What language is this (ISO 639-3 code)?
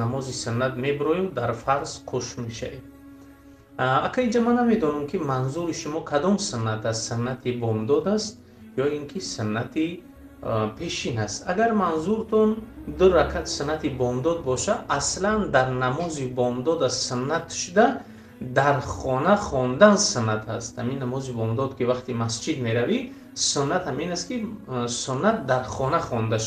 tgk